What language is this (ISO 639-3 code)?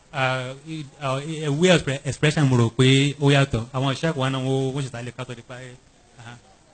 yor